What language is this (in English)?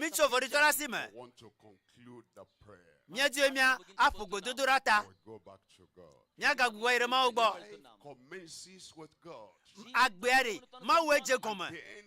Ewe